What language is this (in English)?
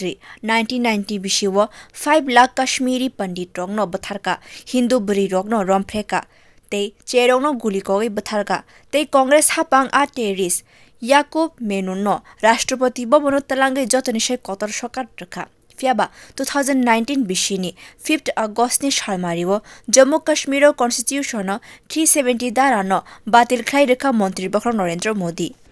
Kok Borok